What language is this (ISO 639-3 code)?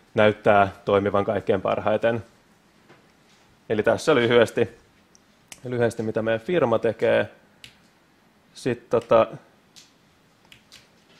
fin